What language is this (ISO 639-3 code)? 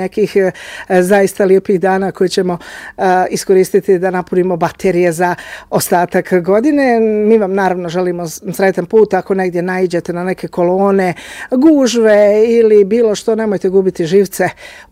bos